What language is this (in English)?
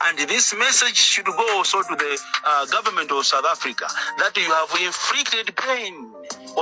Nyanja